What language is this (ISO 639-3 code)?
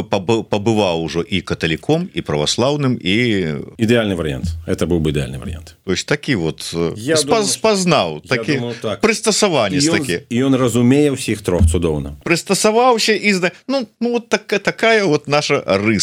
bel